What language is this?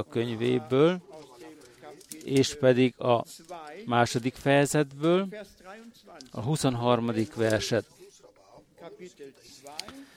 Hungarian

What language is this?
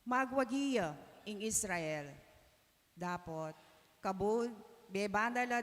Pampanga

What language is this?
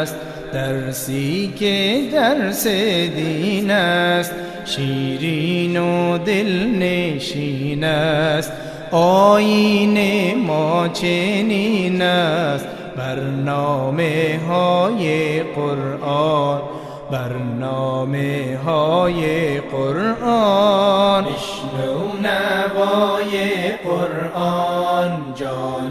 Persian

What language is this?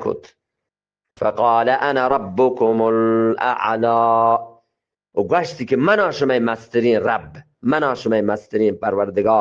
Eastern Balochi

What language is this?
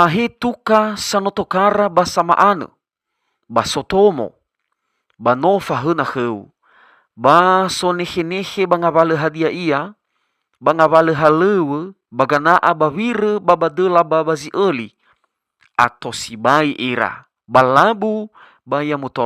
Nias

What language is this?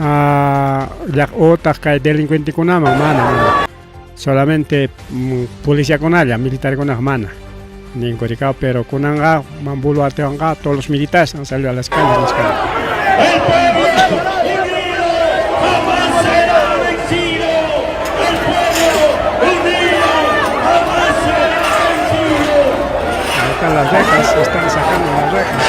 Ayacucho Quechua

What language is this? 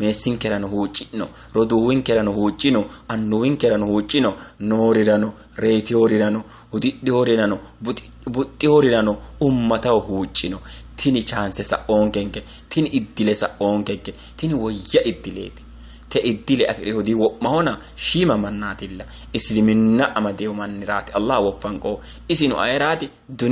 Sidamo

